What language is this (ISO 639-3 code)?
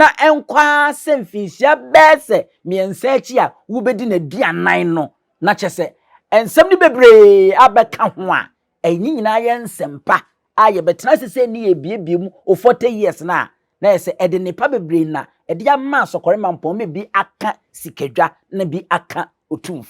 aka